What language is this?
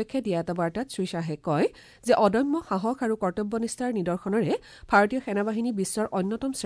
Assamese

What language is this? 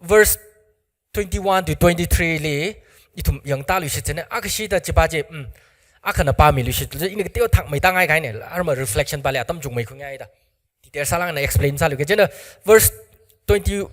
Tangkhul Naga (India)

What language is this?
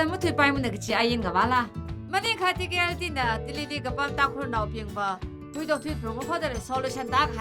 Tangkhul Naga (India)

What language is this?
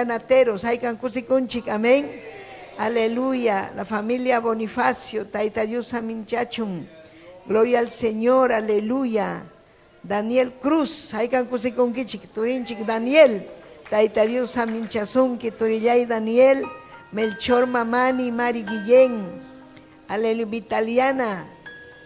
Ayacucho Quechua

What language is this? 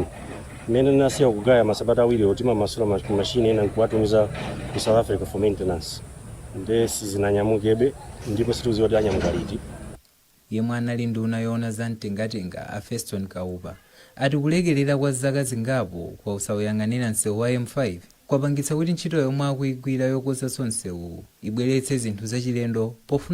Nyanja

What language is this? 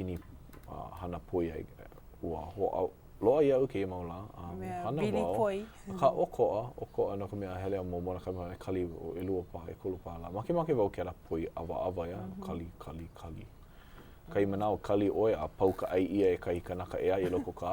Hawaiian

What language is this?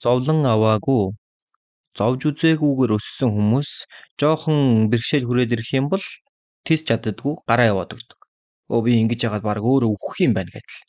Mongolian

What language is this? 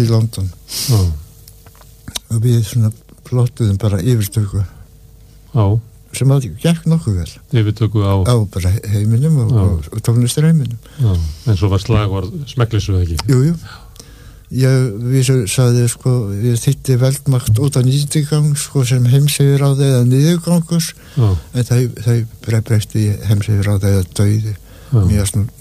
Icelandic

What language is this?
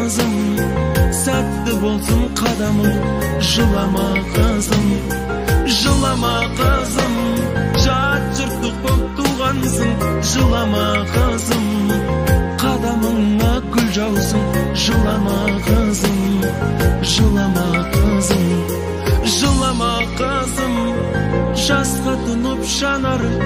Kazakh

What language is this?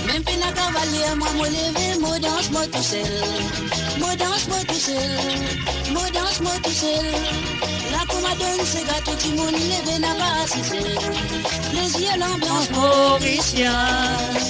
Morisyen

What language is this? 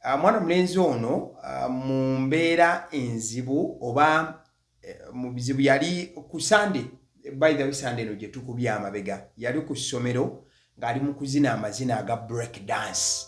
Ganda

